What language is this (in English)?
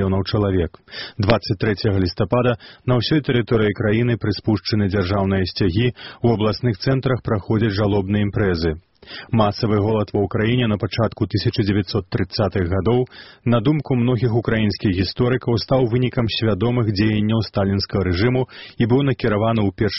Belarusian